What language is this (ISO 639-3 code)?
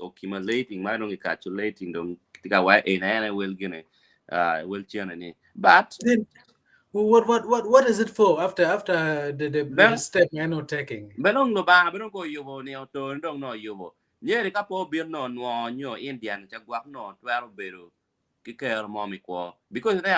ach